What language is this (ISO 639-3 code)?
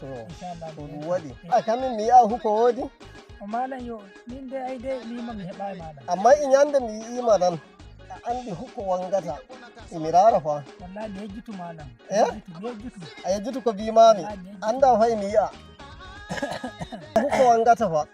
fuv